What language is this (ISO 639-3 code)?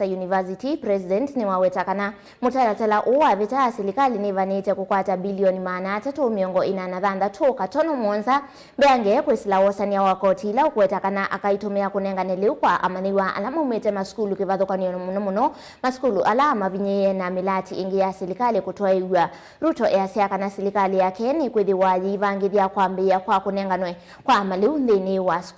kam